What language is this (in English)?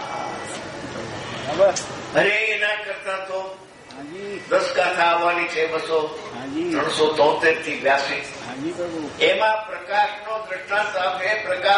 Gujarati